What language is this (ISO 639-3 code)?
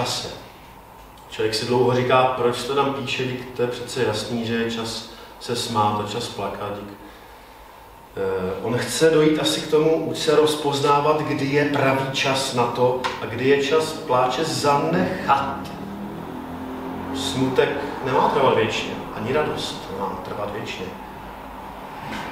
ces